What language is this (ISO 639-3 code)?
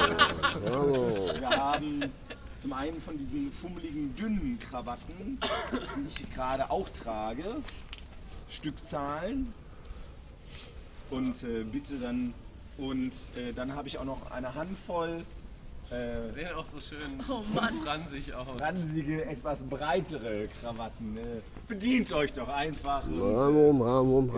deu